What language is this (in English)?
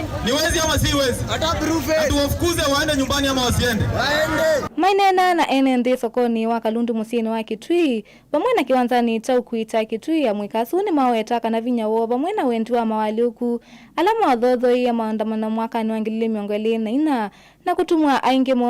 Kamba